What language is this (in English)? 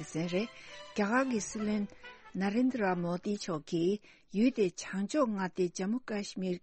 Tibetan